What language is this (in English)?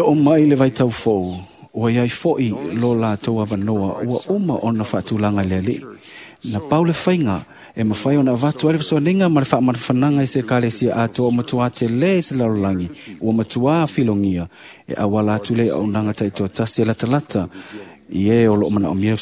Samoan